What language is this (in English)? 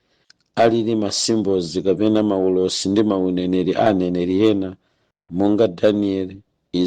Nyanja